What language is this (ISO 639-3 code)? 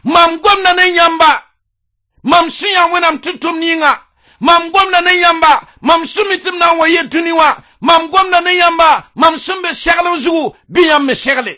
mos